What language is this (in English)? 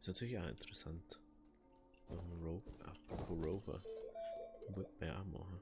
Bavarian